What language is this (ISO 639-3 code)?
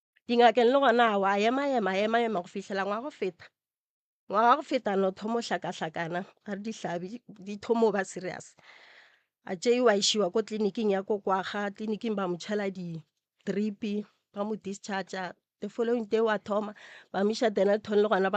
nso